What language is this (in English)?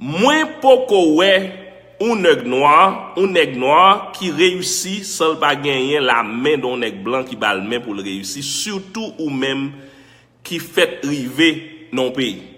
Haitian Creole